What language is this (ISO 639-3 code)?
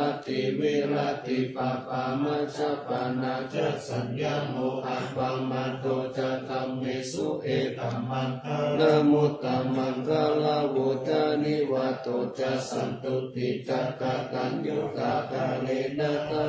pli